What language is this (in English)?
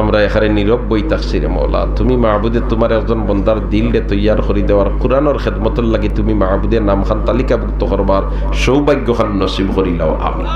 Sylheti